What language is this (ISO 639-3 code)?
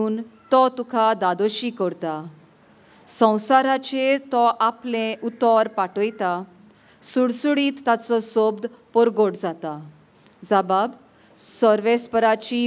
kok